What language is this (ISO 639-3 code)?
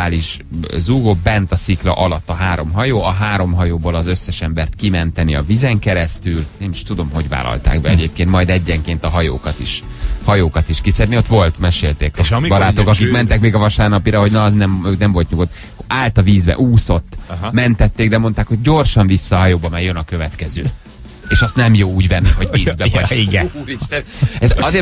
hun